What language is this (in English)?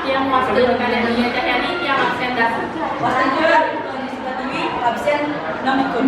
Balinese